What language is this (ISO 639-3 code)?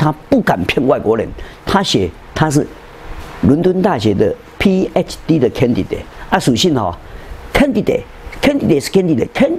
zho